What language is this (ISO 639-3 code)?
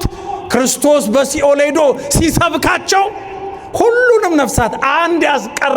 amh